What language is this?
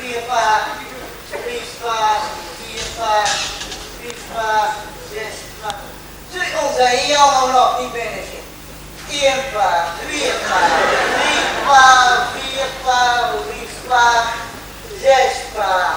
Limburgish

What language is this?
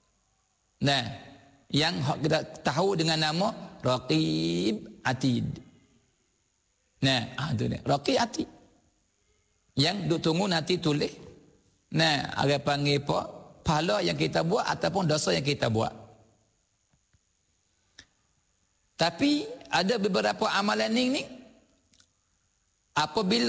Malay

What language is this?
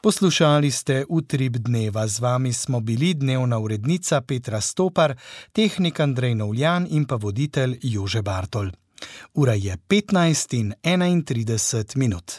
Slovenian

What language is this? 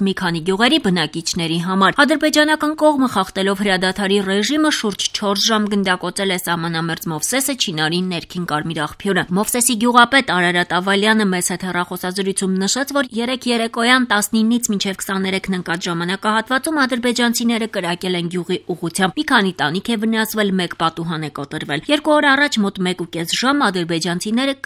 Armenian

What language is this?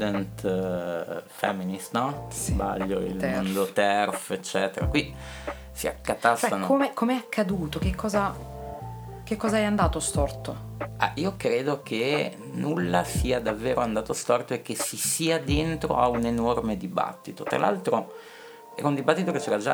Italian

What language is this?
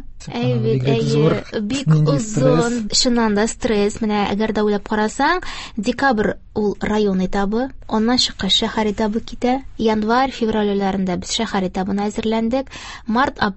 Tatar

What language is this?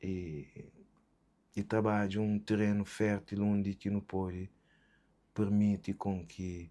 Kabuverdianu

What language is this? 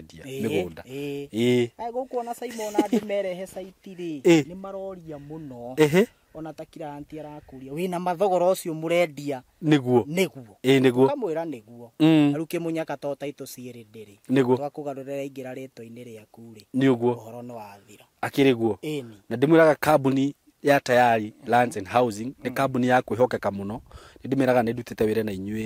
Kikuyu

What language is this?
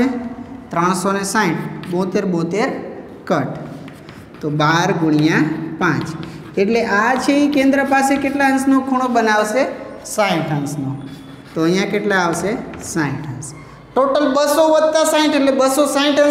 Gujarati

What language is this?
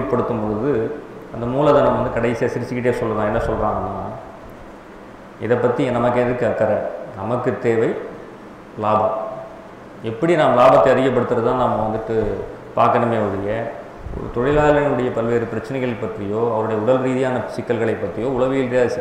Tamil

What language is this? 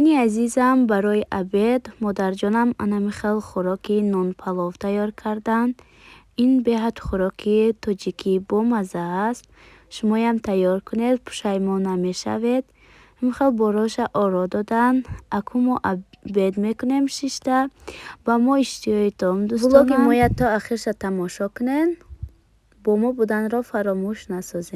Tajik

